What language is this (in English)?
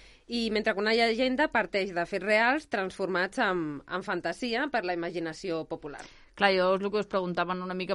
Catalan